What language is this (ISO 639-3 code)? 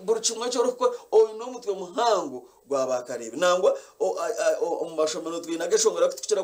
nyn